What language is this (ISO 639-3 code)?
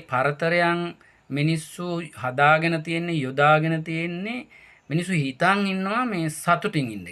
sin